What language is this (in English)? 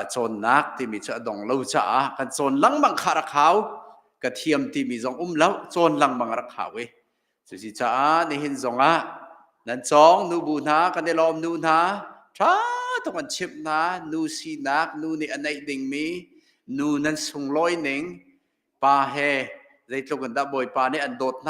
Hakha Chin